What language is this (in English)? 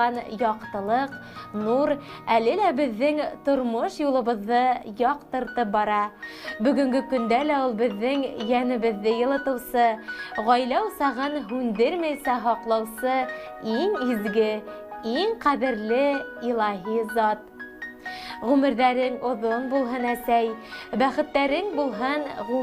Bashkir